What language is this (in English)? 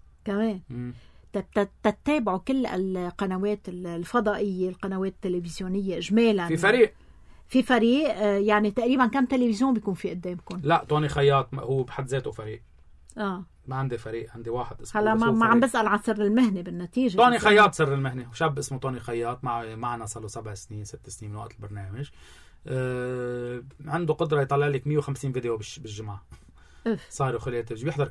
North Levantine Arabic